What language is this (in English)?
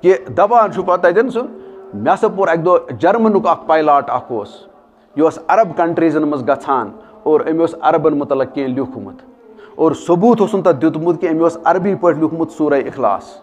Kashmiri